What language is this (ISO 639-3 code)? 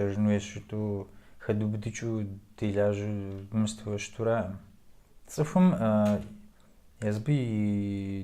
kbd